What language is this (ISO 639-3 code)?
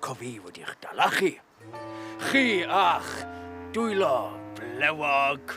cym